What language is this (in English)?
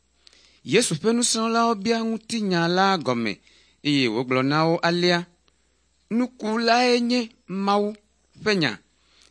Ewe